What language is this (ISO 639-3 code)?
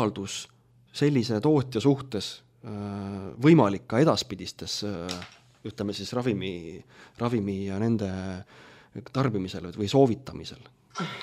est